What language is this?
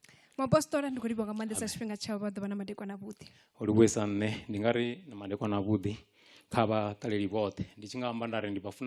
Venda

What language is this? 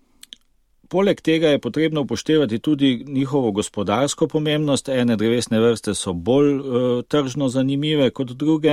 Slovenian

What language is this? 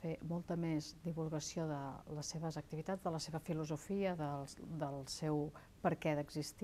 Catalan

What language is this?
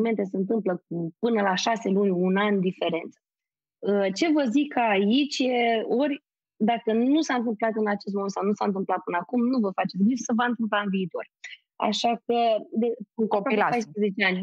Romanian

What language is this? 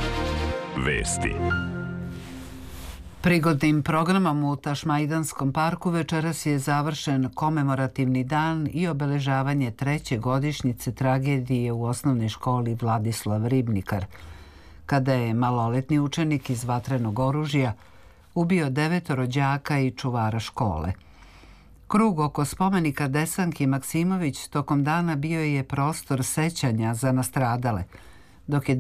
Serbian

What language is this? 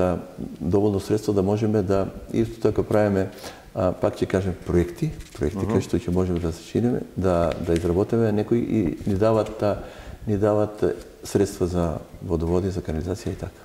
Macedonian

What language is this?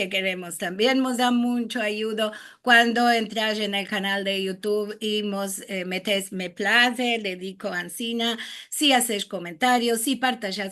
Ladino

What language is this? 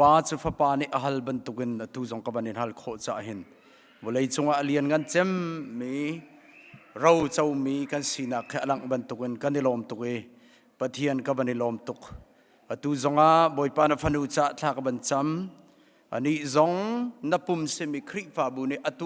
Hakha Chin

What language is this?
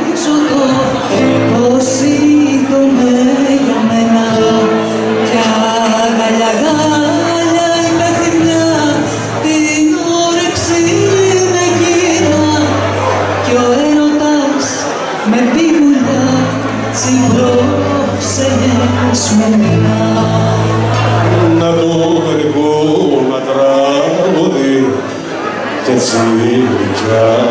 Greek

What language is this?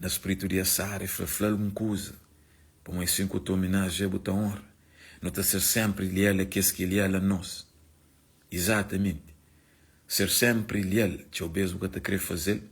Kabuverdianu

